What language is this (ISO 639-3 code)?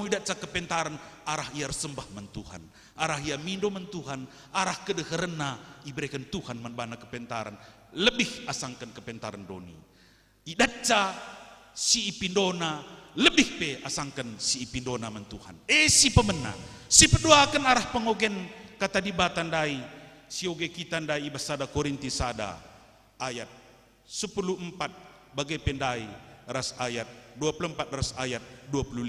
btx